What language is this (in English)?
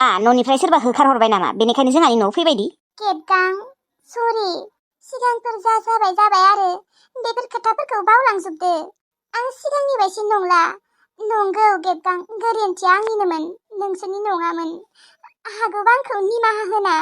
Bodo